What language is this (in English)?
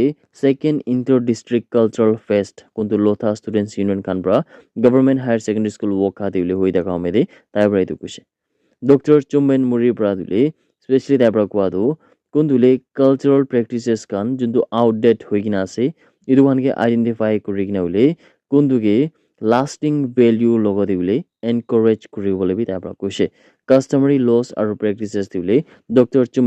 Naga Pidgin